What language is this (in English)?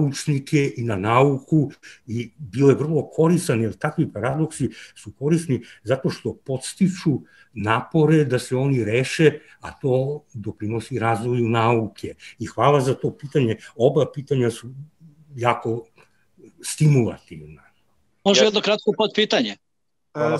Serbian